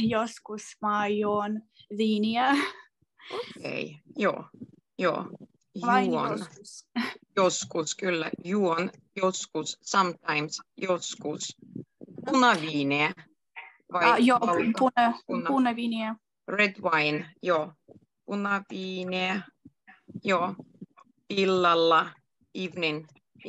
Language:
Finnish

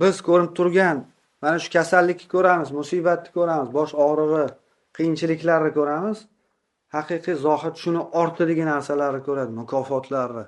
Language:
Uzbek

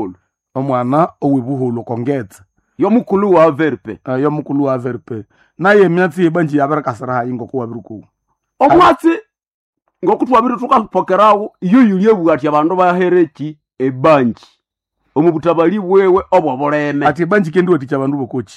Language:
Nande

